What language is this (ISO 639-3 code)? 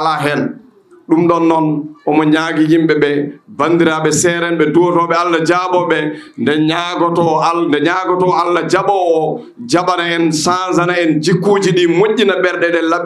ful